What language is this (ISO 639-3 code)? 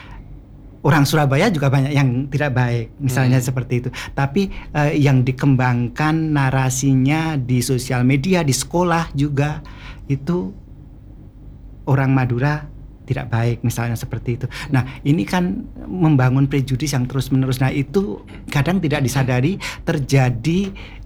ind